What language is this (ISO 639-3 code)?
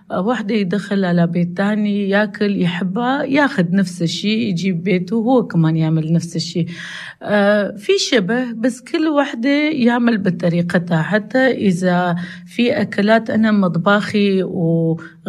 apc